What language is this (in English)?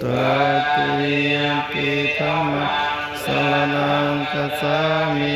Pali